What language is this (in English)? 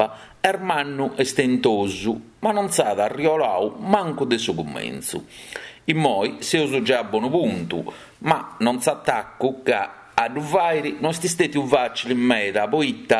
Sardinian